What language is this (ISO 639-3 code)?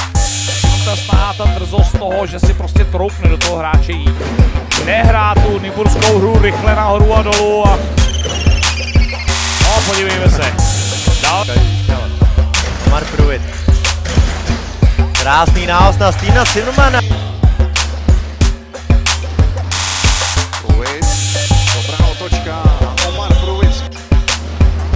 ces